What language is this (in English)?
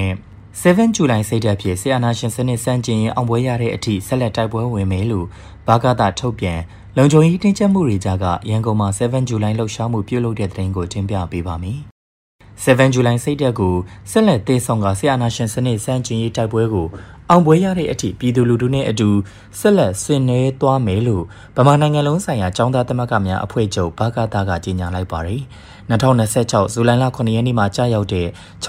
Burmese